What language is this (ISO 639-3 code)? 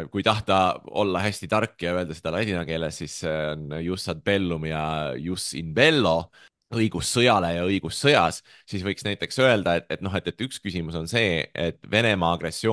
est